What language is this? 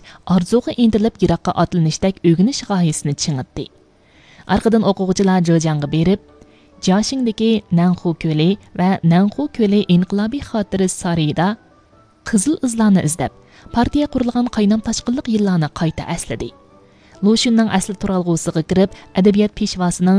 Uyghur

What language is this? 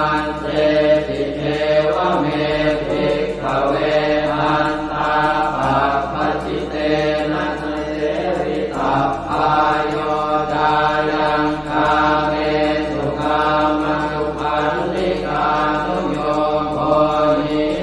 Pali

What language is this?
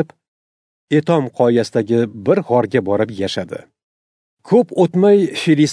Uzbek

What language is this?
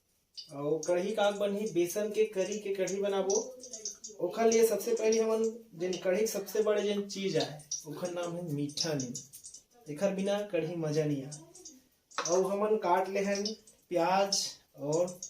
Chhattisgarhi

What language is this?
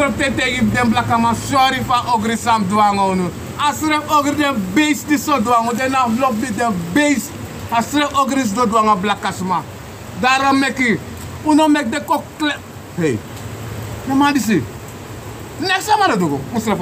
Sranan Tongo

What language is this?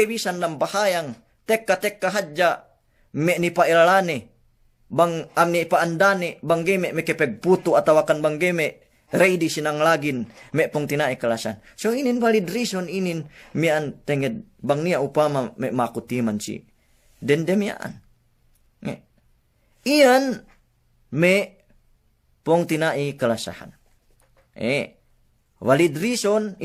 Yakan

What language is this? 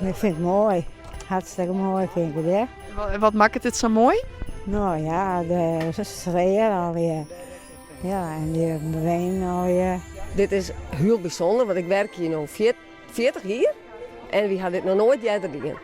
Western Frisian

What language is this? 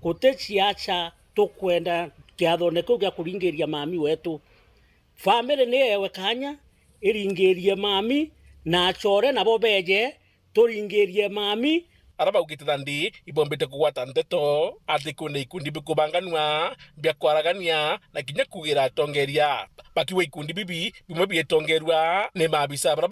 Meru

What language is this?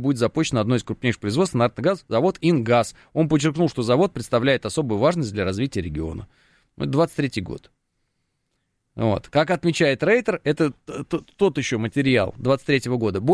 Russian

